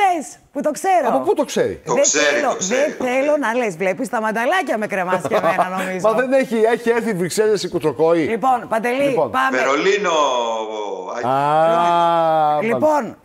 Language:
Greek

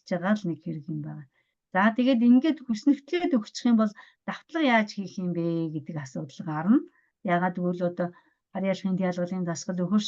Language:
Mongolian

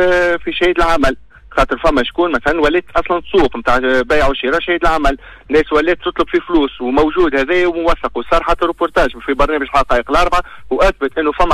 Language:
Tunisian Arabic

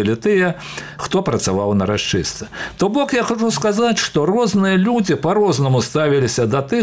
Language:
Belarusian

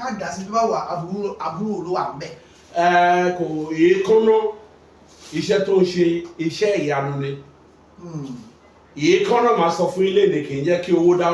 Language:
Yoruba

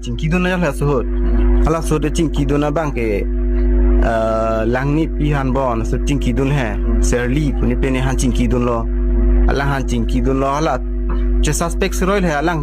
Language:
Karbi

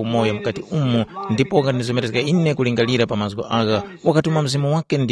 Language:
Tumbuka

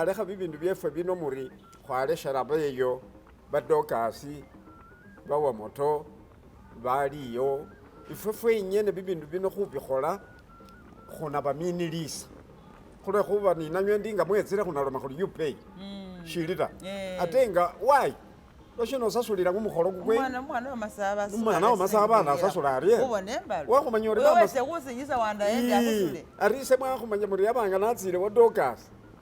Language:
Masaaba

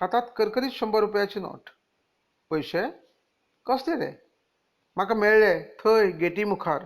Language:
Konkani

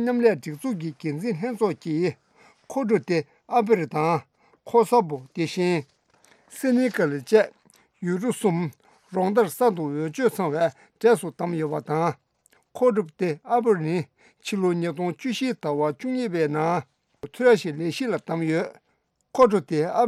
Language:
Tibetan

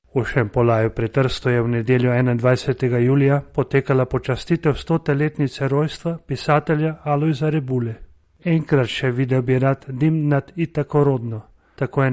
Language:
Slovenian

